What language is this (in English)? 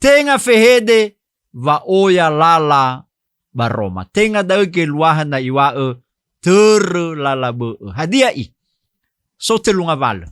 Nias